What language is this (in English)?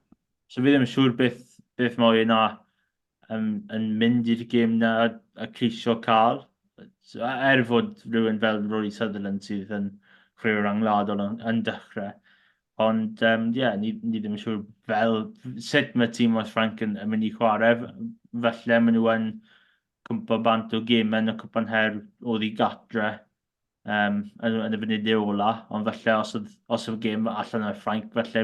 Welsh